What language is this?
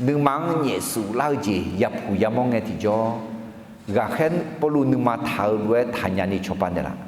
Akha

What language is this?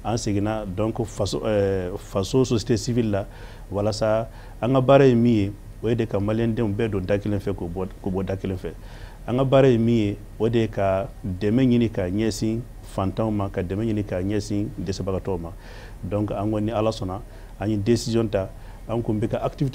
Bambara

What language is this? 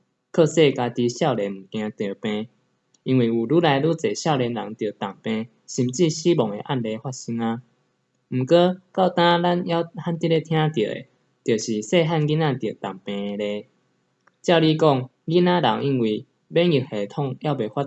Min Nan Chinese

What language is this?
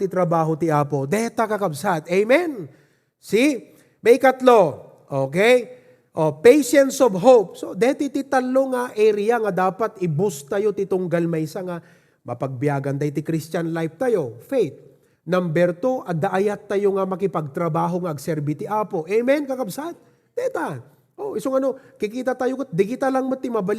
Iloko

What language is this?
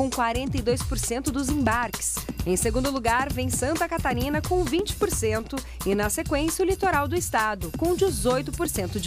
Portuguese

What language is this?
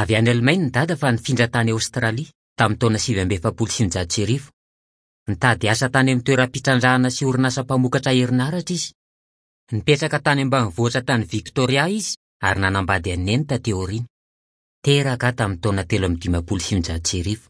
Malagasy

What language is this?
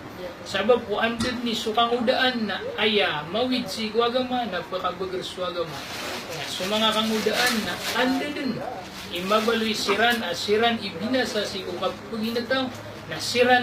Maranao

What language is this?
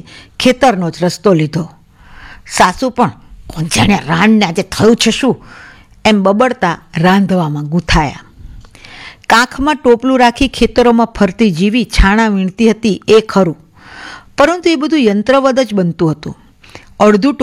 Gujarati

